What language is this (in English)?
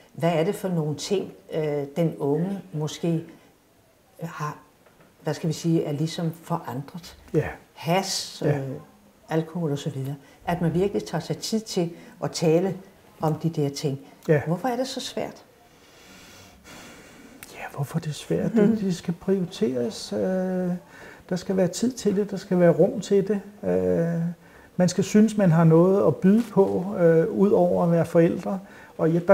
Danish